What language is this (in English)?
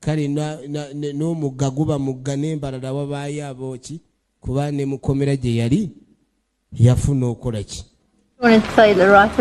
Ganda